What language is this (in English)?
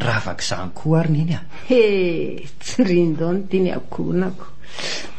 Malagasy